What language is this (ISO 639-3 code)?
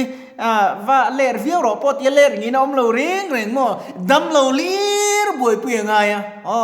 lus